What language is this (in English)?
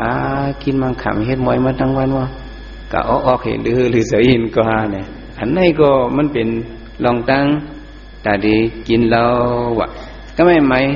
Shan